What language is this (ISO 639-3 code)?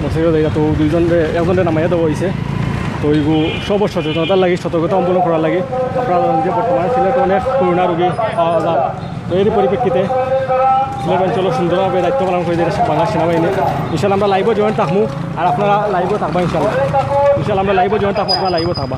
syl